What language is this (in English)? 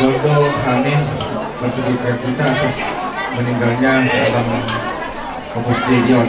Batak Toba